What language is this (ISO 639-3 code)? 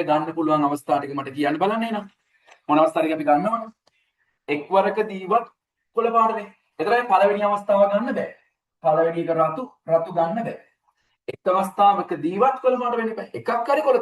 sin